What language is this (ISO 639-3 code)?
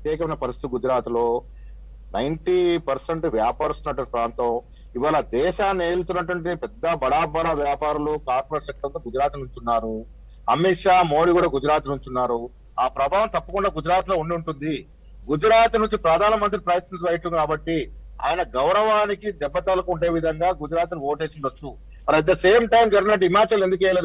tel